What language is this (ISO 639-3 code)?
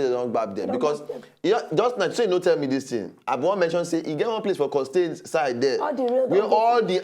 pcm